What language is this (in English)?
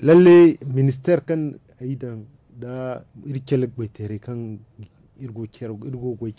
Zarma